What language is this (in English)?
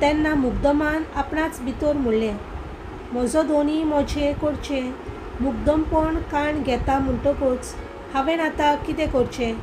Konkani